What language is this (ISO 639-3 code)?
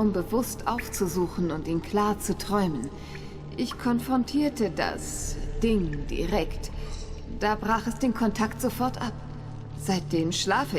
gsw